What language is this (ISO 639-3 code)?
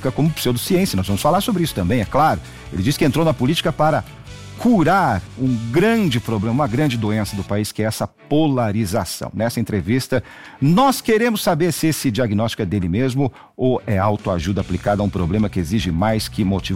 por